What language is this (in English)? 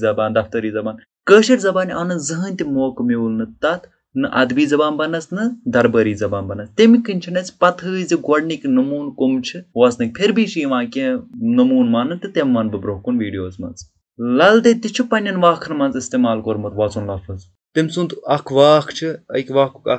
Kashmiri